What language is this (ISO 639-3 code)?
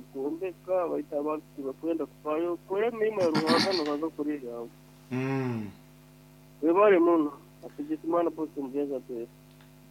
nyo